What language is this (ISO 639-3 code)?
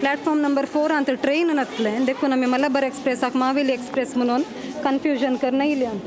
kok